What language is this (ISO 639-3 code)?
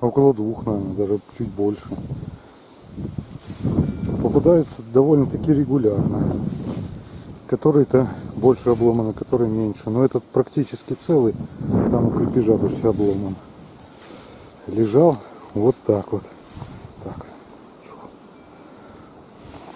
rus